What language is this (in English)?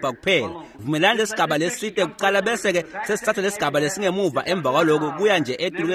Swati